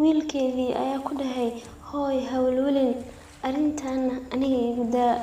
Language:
Somali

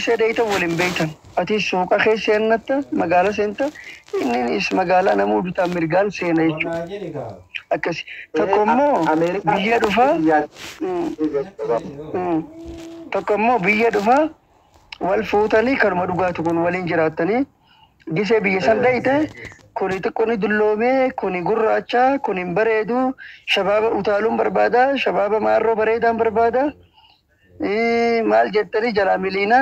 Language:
Oromo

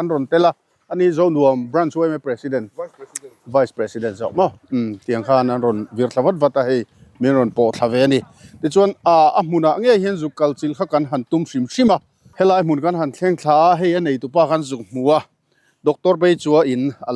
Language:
Mizo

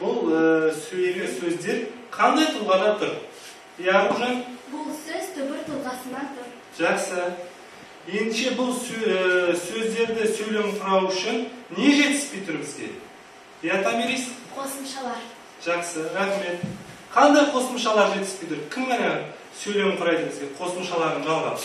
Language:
Kazakh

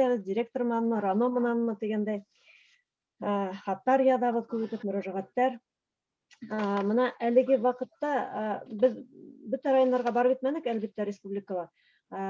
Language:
Bashkir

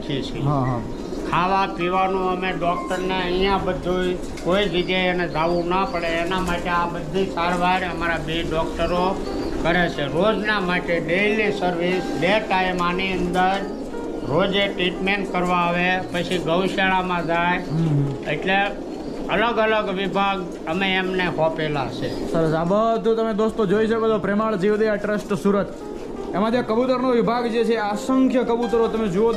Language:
Gujarati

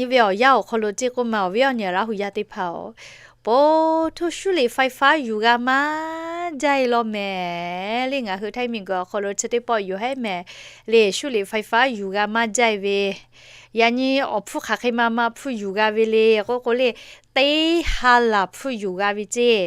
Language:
Lahu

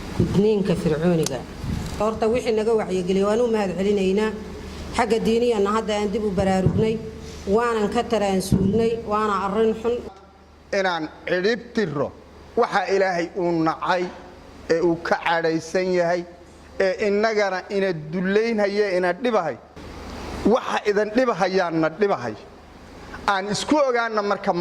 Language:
Somali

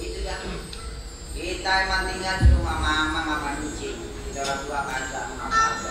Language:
Betawi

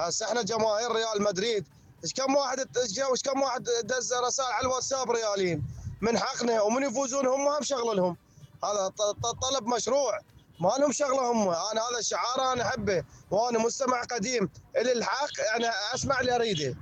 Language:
Mesopotamian Arabic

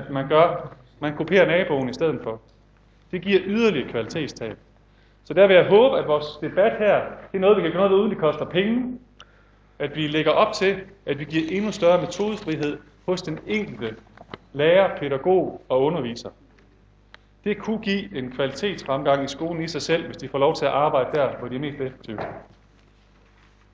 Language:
Danish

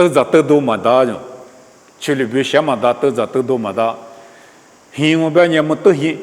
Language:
Lisu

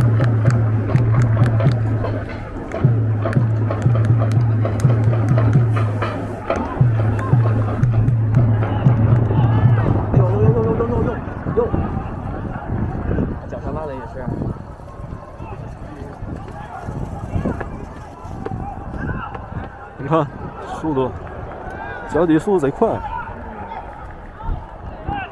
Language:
Chinese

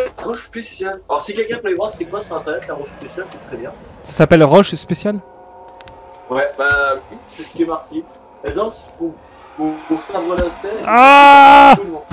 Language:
French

